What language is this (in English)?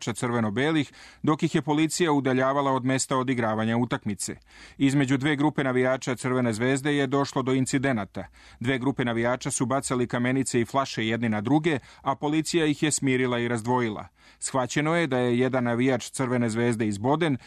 Serbian